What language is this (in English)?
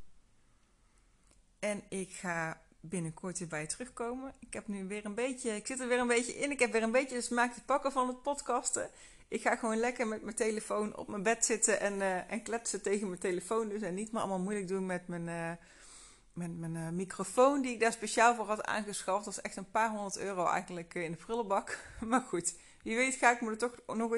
Dutch